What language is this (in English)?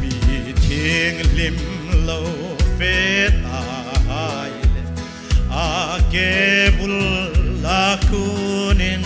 Hmar